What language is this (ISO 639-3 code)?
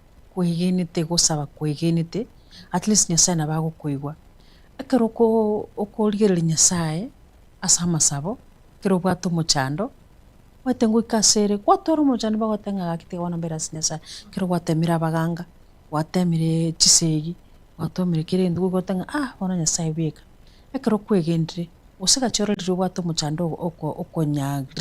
guz